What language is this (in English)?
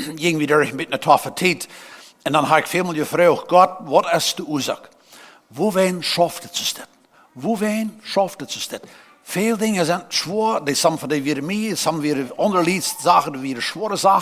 Plautdietsch